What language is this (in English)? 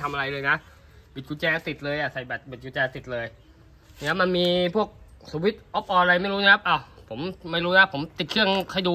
Thai